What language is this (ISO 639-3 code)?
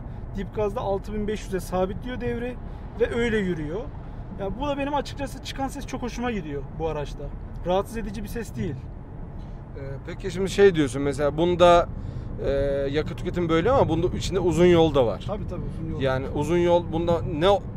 tur